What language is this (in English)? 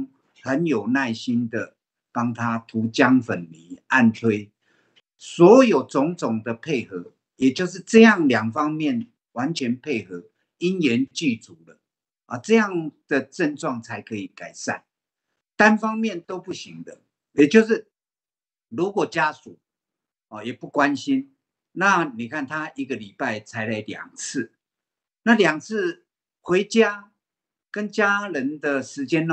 Chinese